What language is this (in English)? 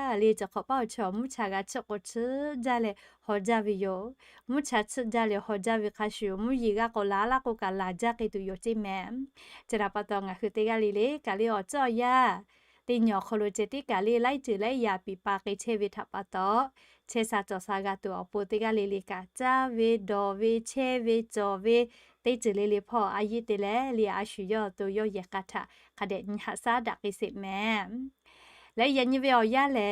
Lahu